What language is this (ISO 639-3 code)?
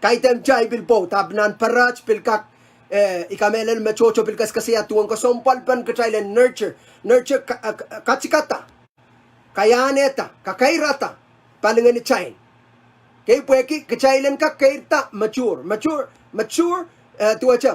pon